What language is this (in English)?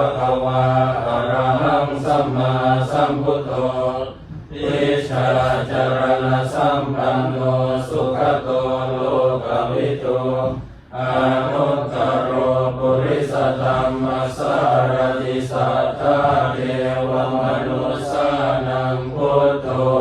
Pali